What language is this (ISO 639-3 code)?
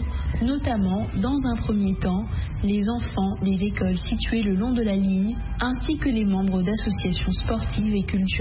fra